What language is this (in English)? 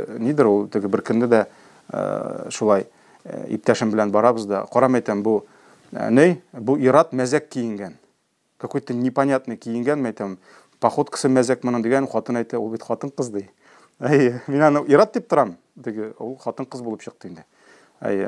Tatar